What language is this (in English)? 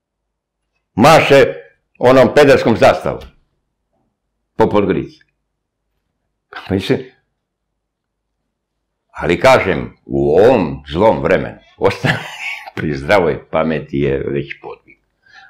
Serbian